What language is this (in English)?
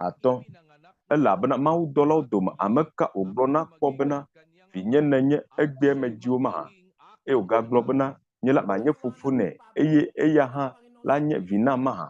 Ewe